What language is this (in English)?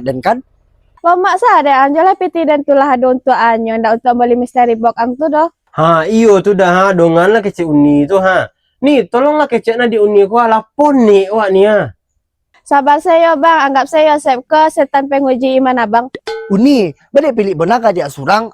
Minangkabau